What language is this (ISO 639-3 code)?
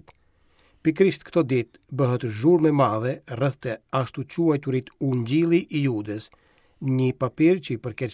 sqi